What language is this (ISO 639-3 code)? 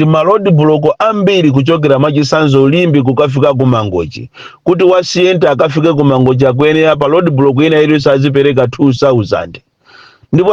nya